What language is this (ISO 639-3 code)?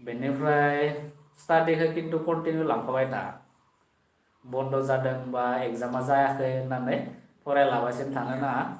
brx